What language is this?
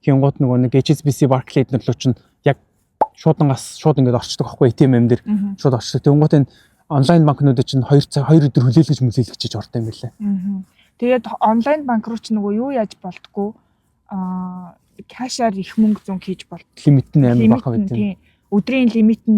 Mongolian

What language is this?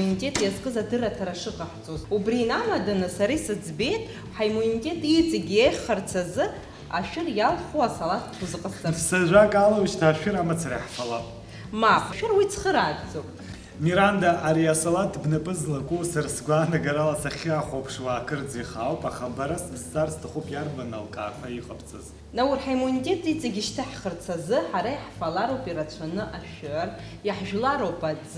Abkhazian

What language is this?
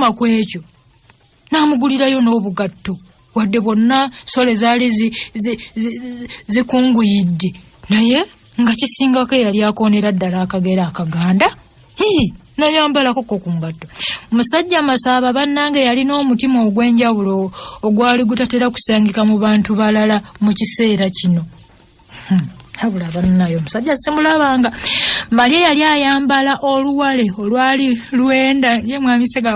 Ganda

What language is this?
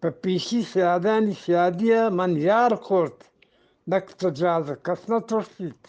Eastern Balochi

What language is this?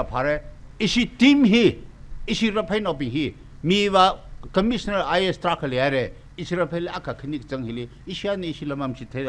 Tangkhul Naga (India)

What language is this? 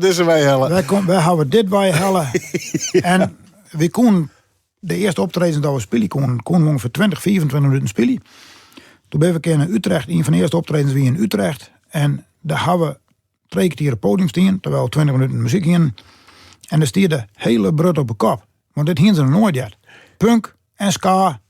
Western Frisian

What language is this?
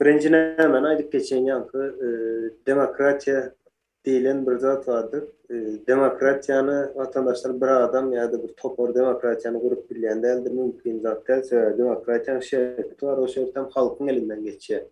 Turkmen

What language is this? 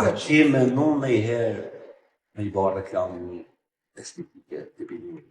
Albanian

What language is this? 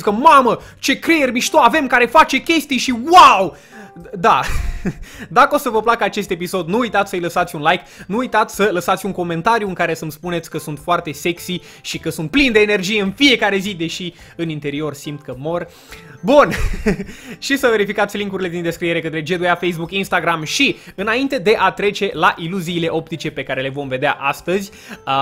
Romanian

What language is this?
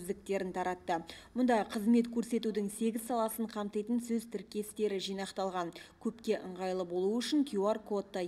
Kazakh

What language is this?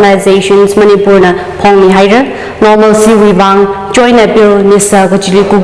Tangkhul Naga (India)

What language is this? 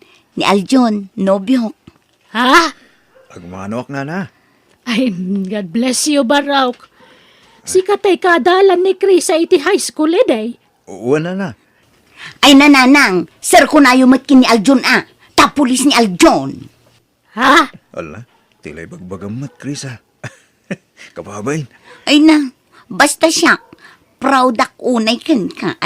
Iloko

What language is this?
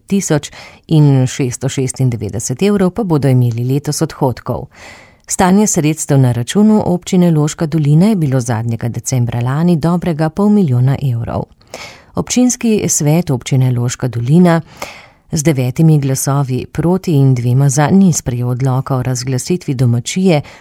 Slovenian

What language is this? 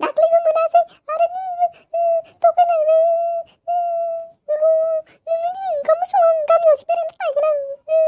Bodo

